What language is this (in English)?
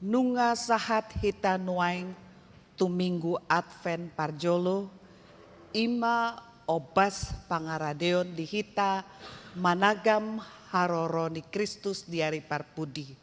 Batak Toba